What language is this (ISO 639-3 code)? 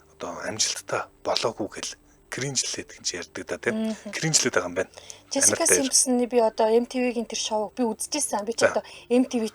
mon